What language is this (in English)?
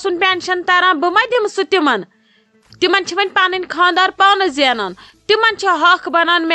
Kashmiri